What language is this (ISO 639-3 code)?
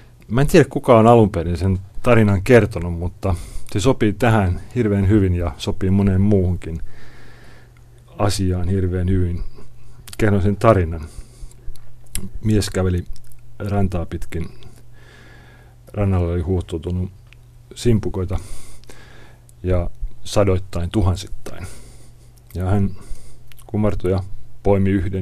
fin